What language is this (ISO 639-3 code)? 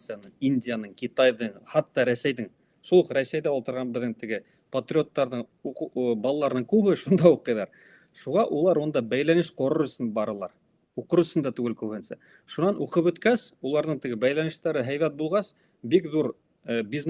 bak